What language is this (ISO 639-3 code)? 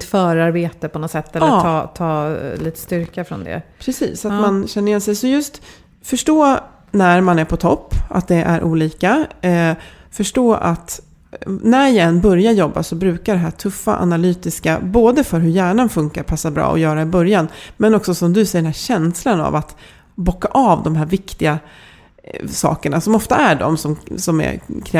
swe